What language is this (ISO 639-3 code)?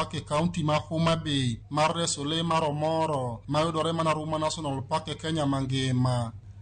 luo